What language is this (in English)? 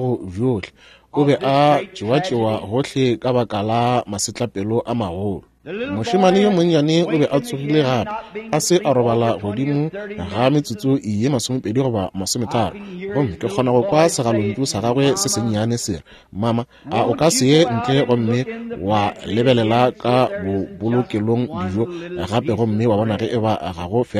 Northern Sotho